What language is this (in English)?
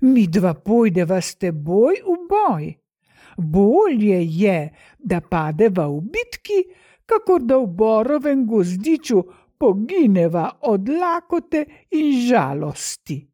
Slovenian